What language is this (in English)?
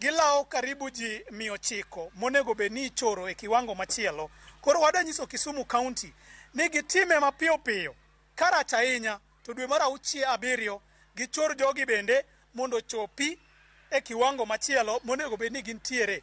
Luo (Kenya and Tanzania)